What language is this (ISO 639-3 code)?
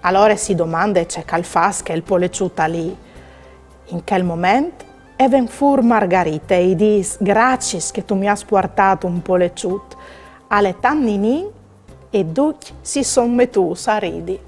fur